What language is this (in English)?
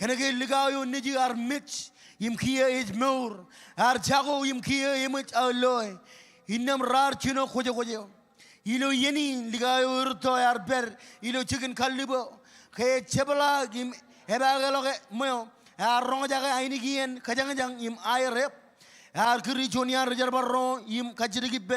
Marshallese